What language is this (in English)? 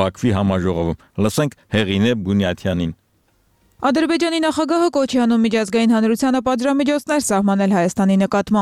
Armenian